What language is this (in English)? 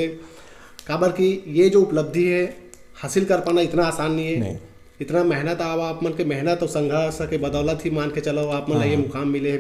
Chhattisgarhi